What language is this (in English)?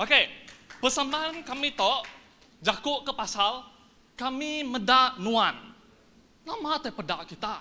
Iban